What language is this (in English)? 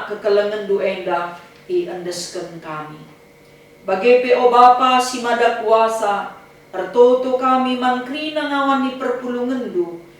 Batak Karo